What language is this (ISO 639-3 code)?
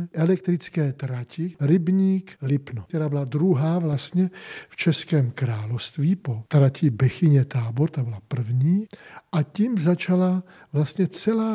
ces